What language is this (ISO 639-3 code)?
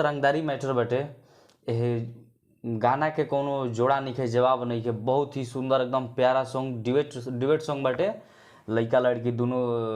bho